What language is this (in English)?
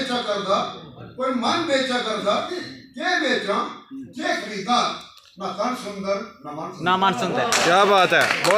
Dogri